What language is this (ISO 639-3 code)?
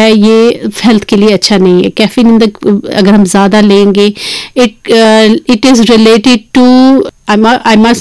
hin